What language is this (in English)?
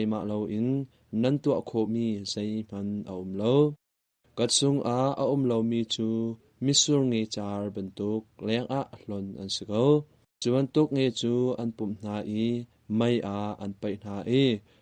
Hakha Chin